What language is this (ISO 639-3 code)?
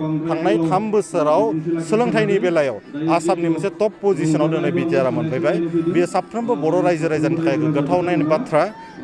brx